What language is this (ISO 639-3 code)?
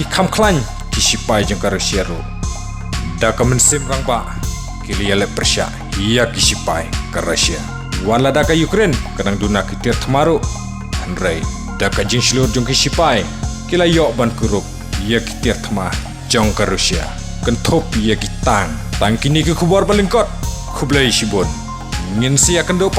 kha